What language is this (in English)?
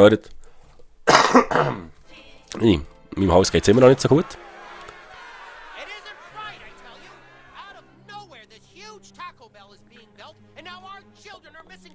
Swiss German